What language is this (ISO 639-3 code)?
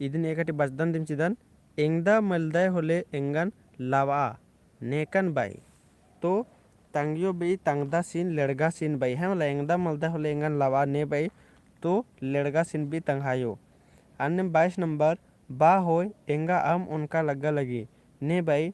kru